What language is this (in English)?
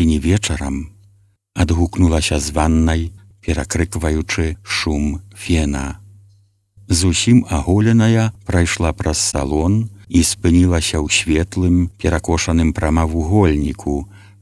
Belarusian